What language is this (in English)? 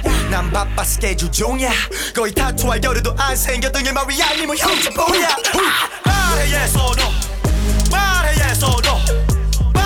Korean